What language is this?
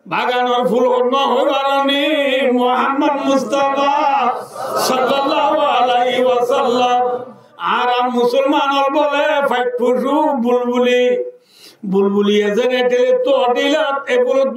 Rohingya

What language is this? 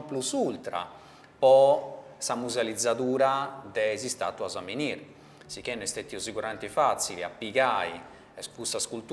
Sardinian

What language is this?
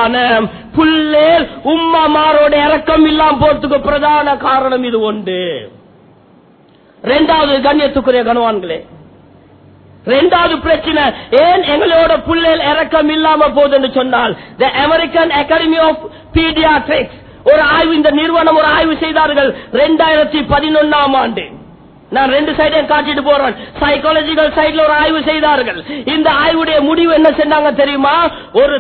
Tamil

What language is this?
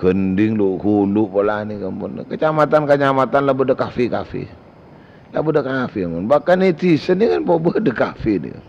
Madurese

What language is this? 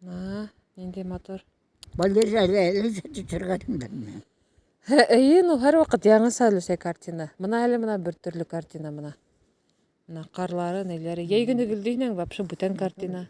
Bashkir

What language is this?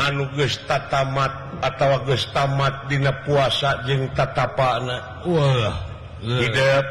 Sundanese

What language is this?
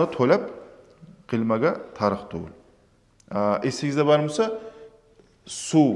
Kumyk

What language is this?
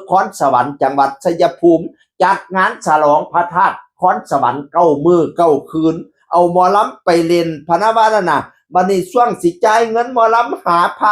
Northeastern Thai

